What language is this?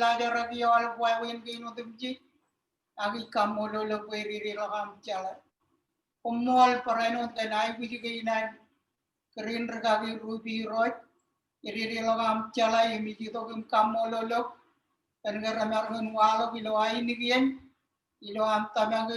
Marshallese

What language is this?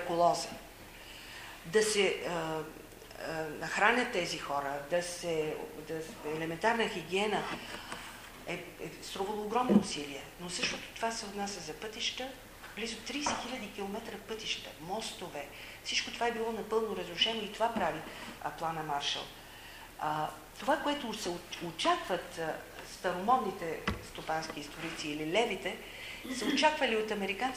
Bulgarian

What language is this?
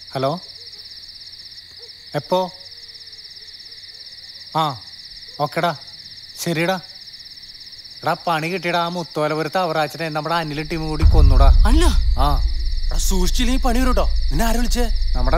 Malayalam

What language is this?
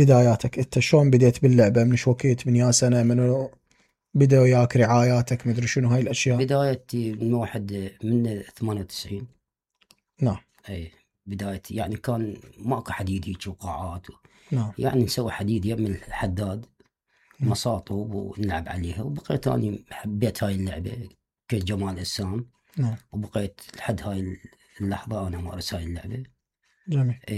Mesopotamian Arabic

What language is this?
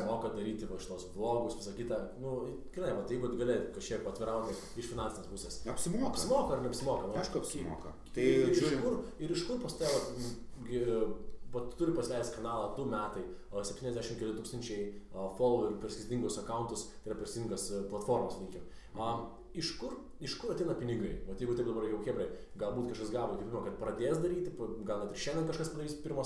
Lithuanian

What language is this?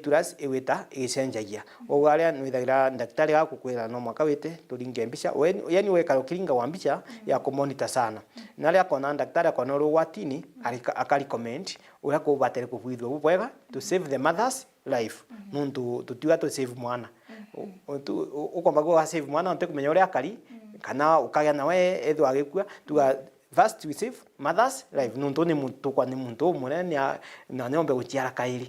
Meru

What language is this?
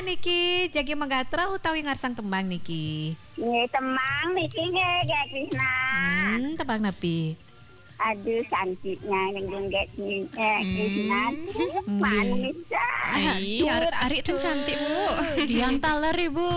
Balinese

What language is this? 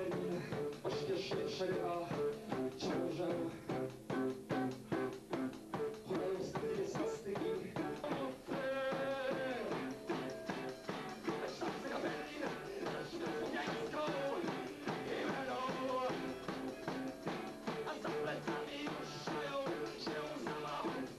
Polish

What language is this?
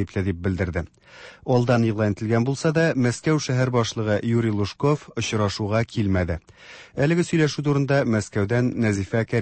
Tatar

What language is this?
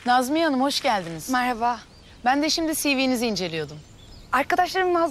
Turkish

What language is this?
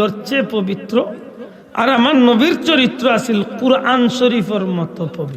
Sylheti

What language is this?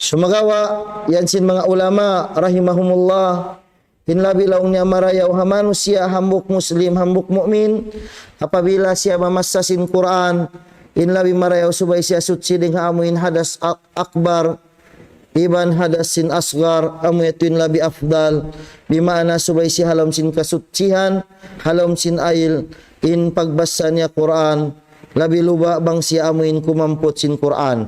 Tausug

